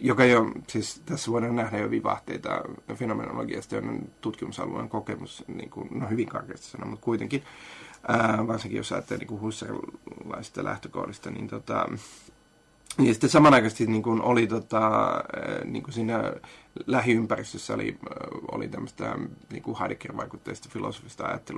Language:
Finnish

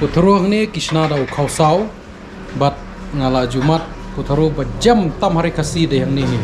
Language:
Khasi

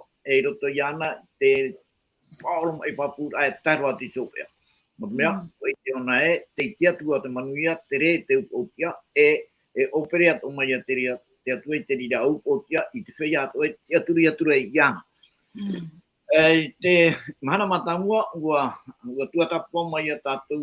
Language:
Tahitian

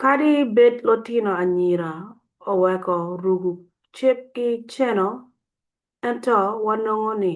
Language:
Acoli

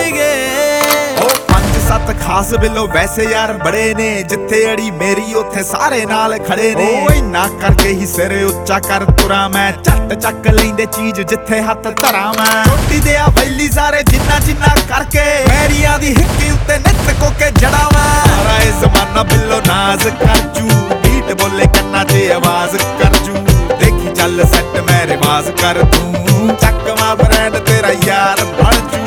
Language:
Punjabi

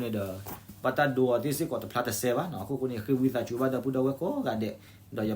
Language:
S'gaw Karen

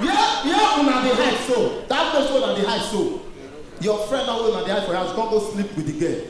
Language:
Nigerian Pidgin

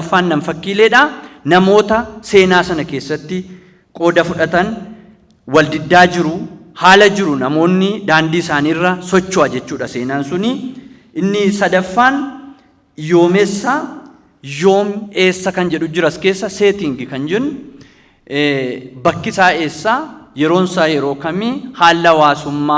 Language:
Oromo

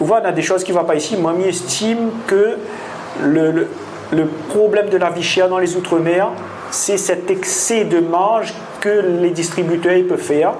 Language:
Réunion Creole French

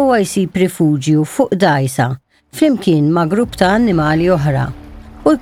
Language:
Maltese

